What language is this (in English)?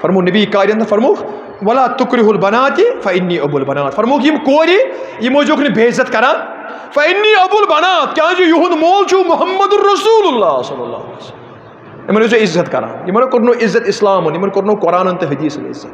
Kashmiri